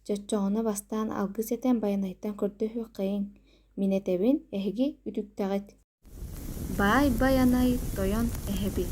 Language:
Yakut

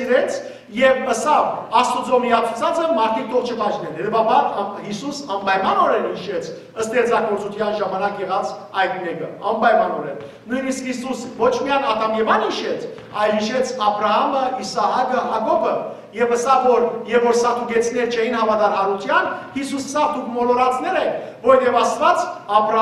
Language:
Western Armenian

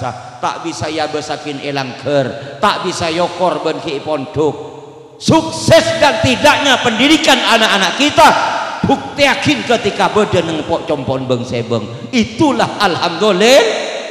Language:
Madurese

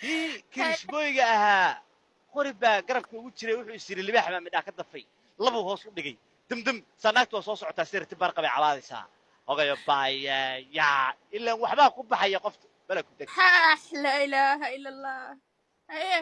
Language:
Somali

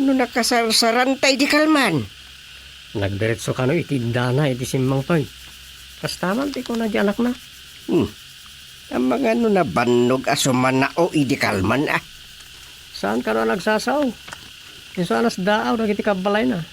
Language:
Iloko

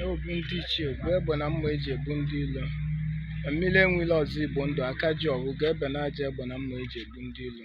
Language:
Igbo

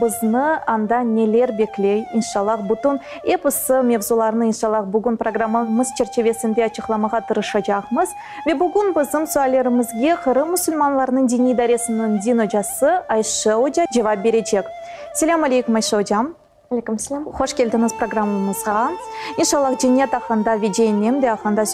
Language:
Crimean Tatar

